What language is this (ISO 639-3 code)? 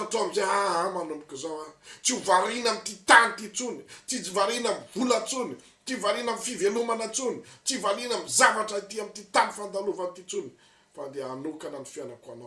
mlg